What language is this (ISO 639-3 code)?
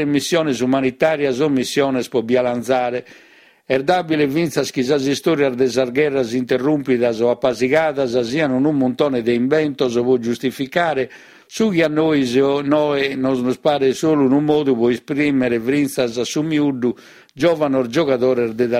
srd